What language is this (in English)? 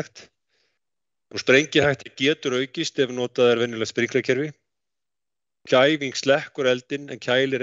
Icelandic